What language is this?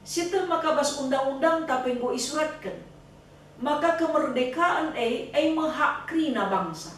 Batak Karo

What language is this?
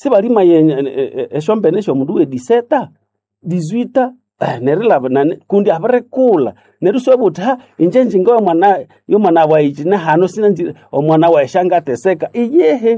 Nande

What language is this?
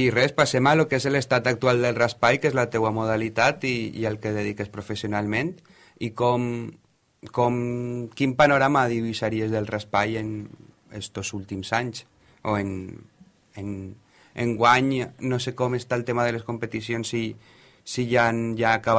Catalan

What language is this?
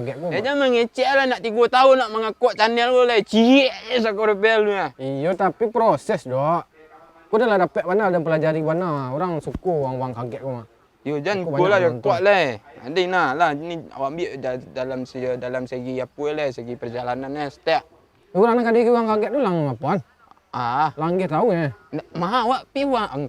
Minangkabau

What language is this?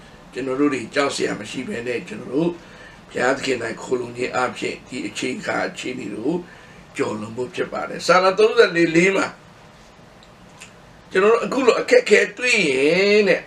Burmese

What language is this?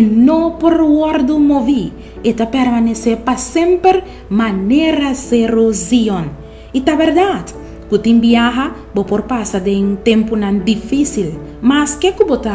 Papiamento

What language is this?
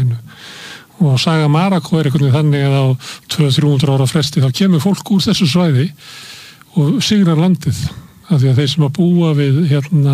Icelandic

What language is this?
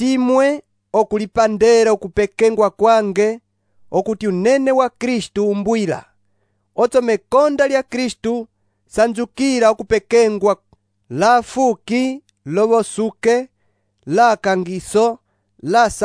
Umbundu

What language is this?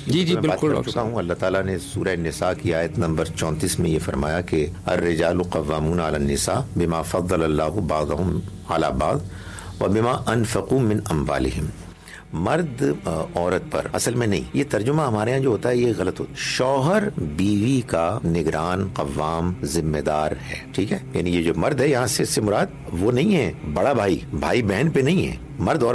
Urdu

